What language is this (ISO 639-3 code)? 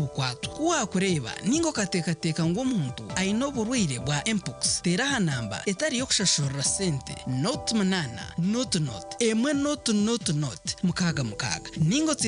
nyn